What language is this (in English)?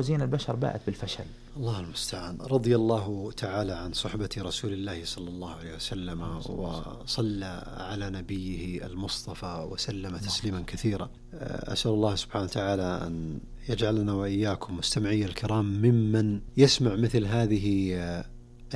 Arabic